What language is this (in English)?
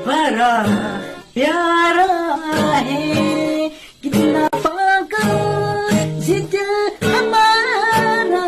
Manipuri